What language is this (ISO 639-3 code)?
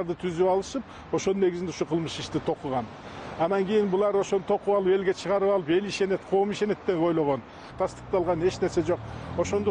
kir